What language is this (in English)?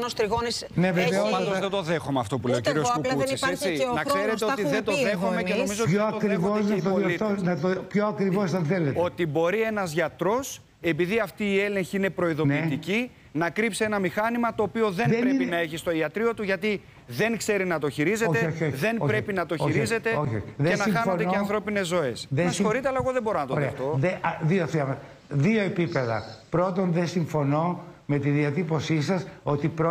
Greek